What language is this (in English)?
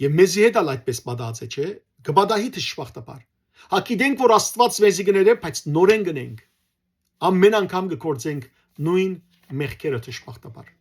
Western Armenian